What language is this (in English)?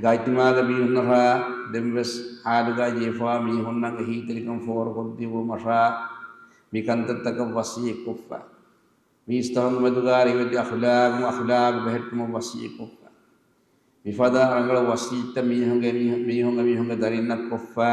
Divehi